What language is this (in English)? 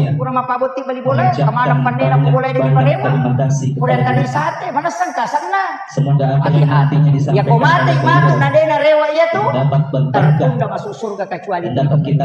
Buginese